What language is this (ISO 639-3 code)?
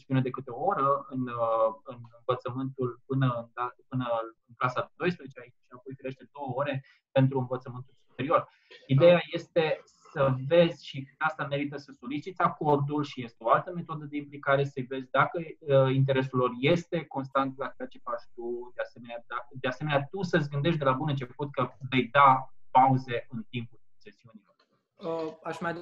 ron